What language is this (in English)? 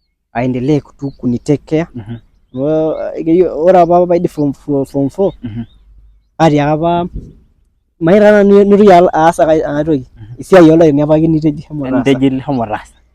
Masai